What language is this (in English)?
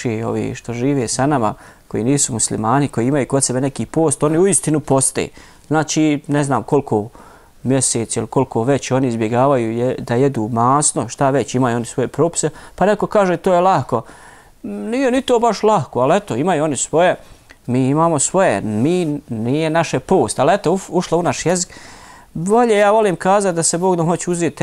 Bosnian